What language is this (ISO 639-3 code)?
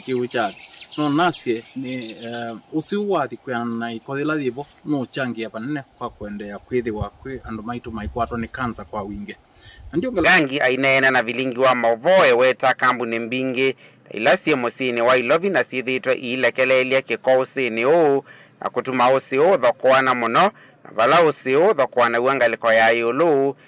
kam